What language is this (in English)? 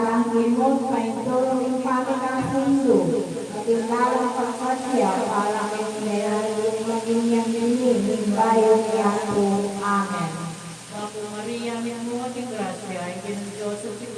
Pampanga